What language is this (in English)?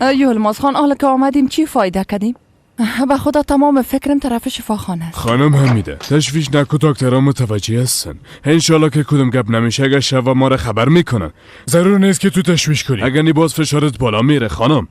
Persian